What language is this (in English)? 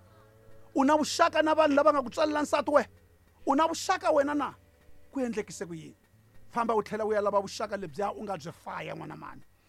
Tsonga